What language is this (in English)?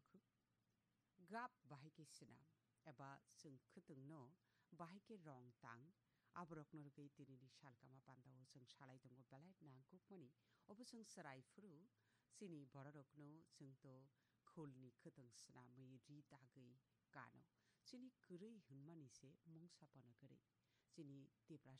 Kok Borok